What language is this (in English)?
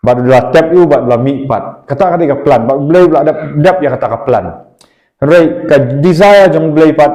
Khasi